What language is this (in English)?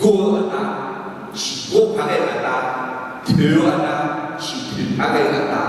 Akha